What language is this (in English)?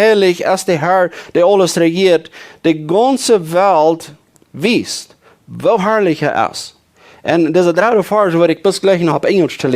Plautdietsch